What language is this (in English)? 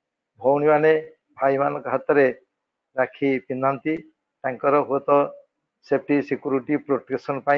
Odia